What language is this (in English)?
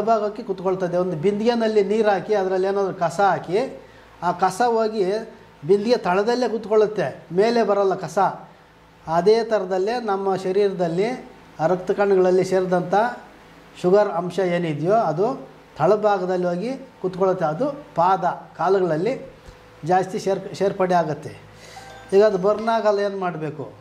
Kannada